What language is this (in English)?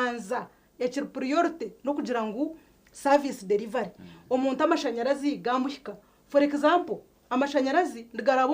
Nyankole